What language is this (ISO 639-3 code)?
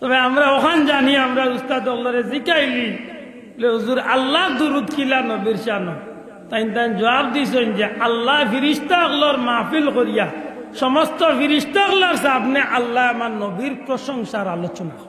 syl